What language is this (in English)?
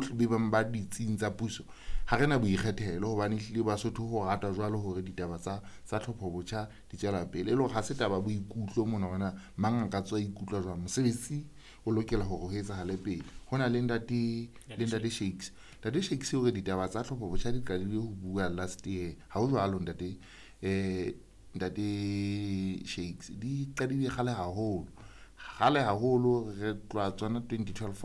Southern Sotho